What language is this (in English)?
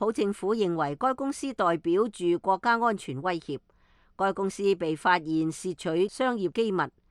Cantonese